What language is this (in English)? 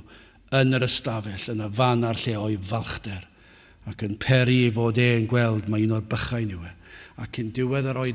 Welsh